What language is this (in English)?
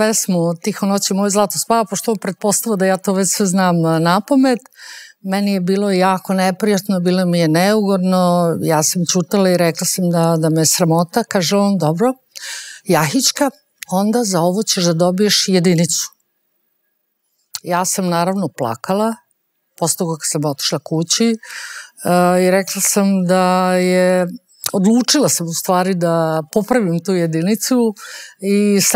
Serbian